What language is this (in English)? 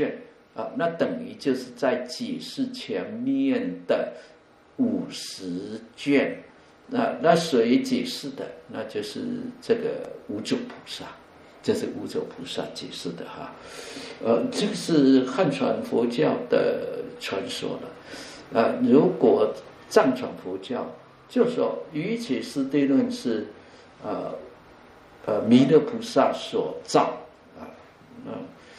Chinese